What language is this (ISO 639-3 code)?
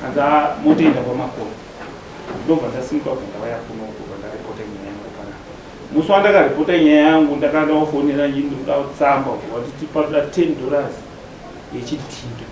sna